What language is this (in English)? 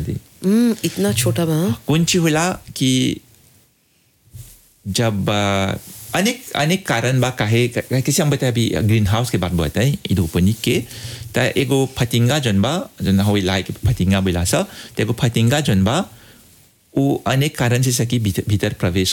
Bhojpuri